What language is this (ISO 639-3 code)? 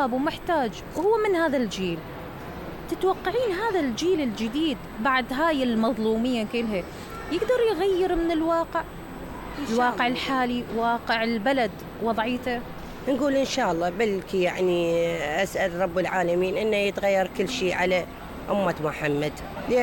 acm